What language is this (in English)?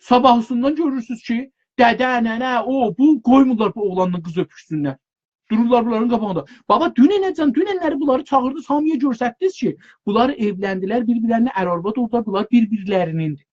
South Azerbaijani